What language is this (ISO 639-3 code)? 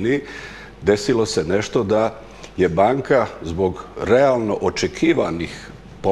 hrv